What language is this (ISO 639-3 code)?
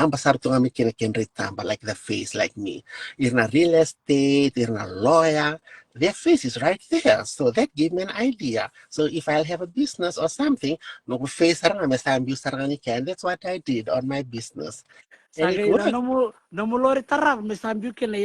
fij